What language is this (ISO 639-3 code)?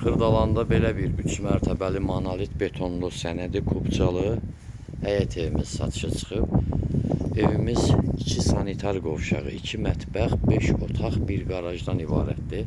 aze